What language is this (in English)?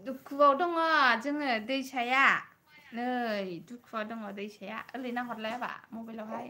Bodo